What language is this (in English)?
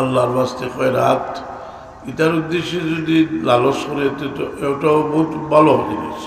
Sylheti